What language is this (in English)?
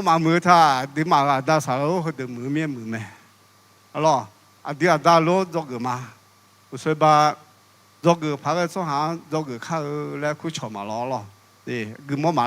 Akha